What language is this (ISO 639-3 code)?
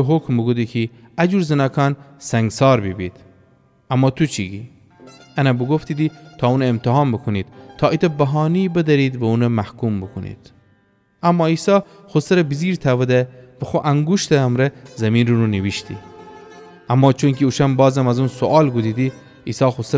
glk